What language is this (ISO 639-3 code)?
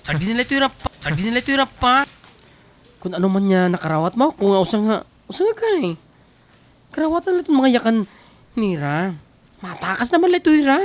war